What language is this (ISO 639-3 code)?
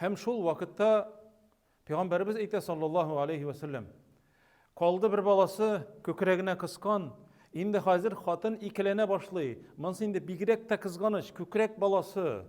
tat